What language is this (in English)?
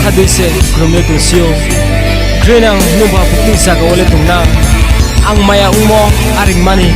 Riang (India)